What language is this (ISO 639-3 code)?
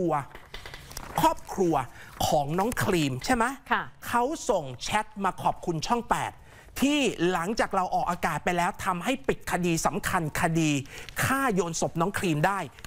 tha